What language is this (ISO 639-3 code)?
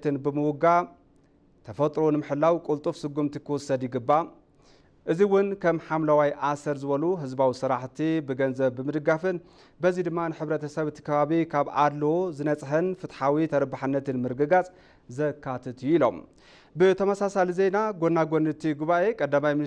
tir